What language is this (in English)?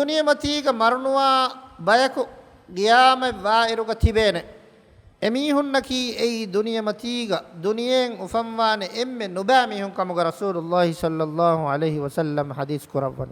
Divehi